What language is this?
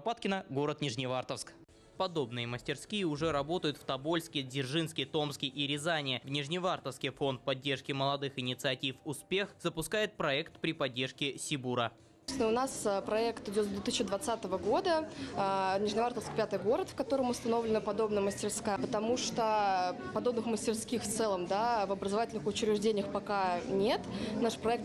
Russian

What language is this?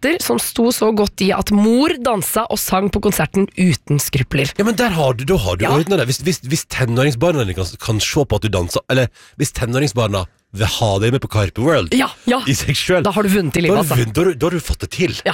Norwegian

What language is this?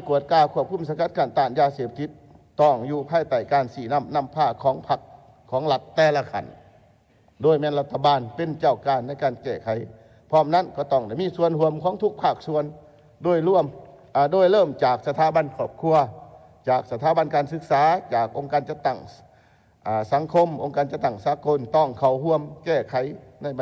Lao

